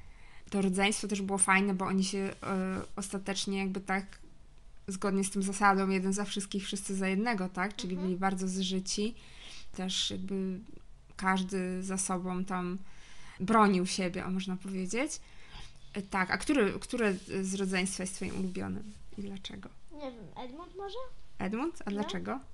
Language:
Polish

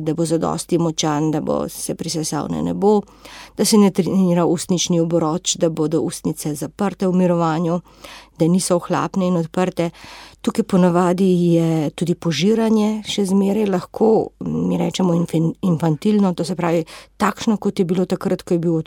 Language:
Slovenian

